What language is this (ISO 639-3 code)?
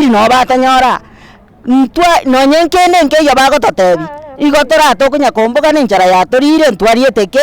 guz